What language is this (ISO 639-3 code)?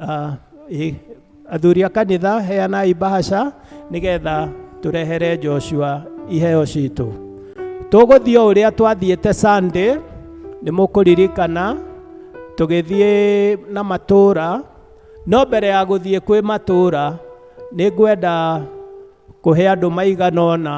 kik